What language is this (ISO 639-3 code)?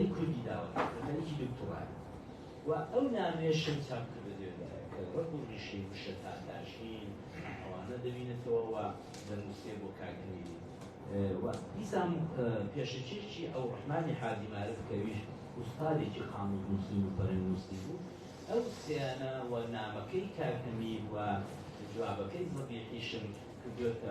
ckb